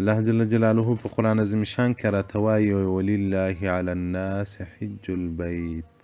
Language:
Pashto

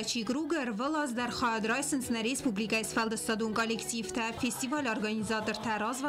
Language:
Ossetic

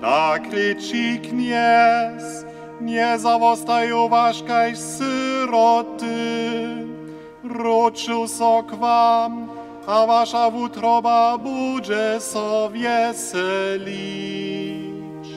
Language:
Upper Sorbian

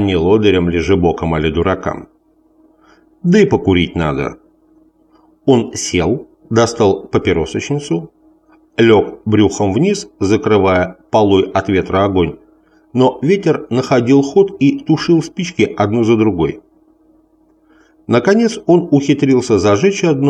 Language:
Russian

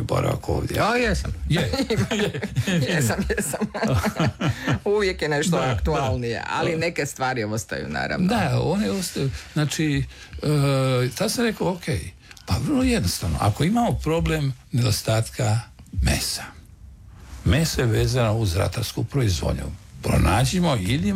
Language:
Croatian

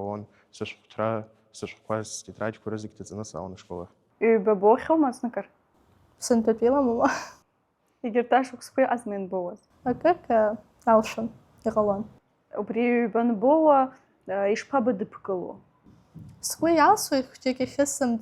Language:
Abkhazian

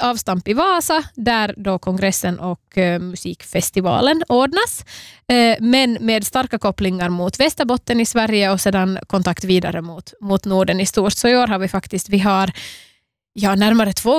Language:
Swedish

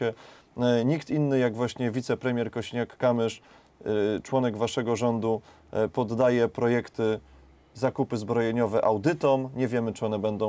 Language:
Polish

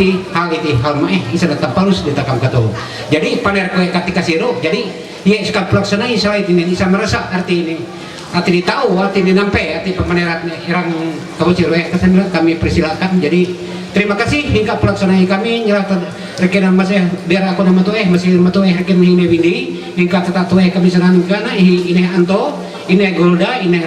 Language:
Ma'anyan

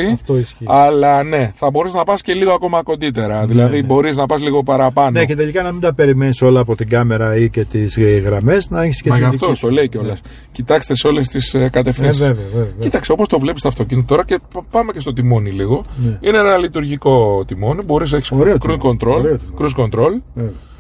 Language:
Greek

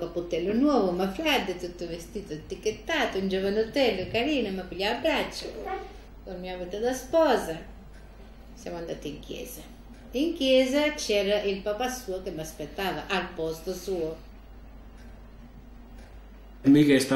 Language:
Italian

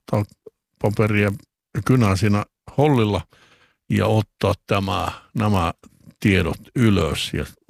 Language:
Finnish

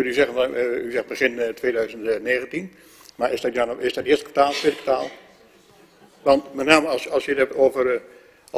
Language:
Dutch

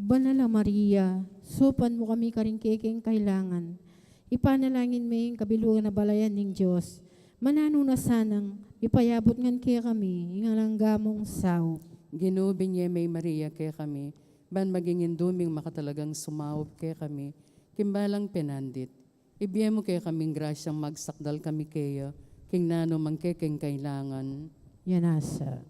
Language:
Pampanga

